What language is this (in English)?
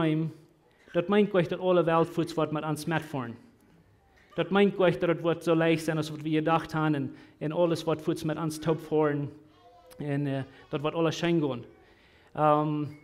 Plautdietsch